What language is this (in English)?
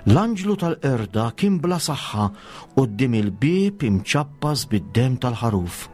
Maltese